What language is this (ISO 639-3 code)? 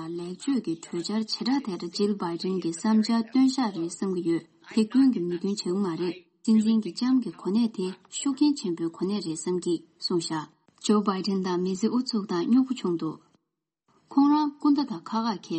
bod